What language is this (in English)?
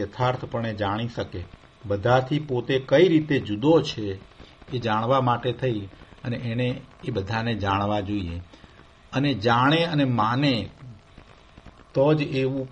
Gujarati